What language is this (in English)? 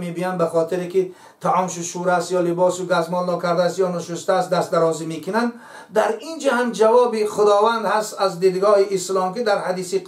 Tajik